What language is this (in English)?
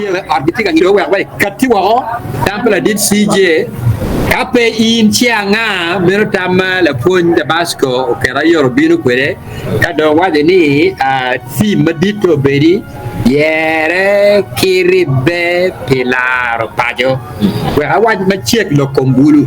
Acoli